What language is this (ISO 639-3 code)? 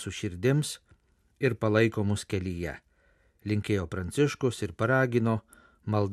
lit